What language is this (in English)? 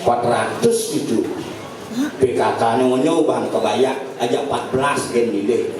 Balinese